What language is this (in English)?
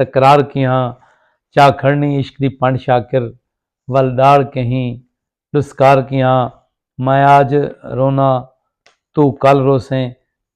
Saraiki